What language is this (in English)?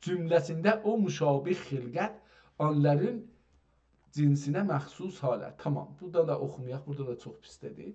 South Azerbaijani